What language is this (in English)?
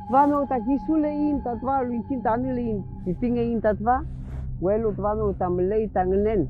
Mapuche